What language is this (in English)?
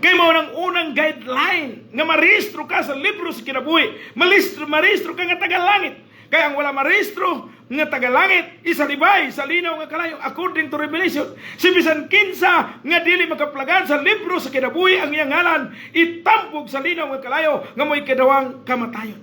Cebuano